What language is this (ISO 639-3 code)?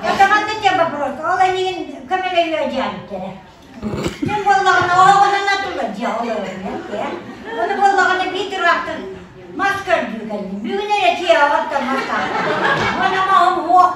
sah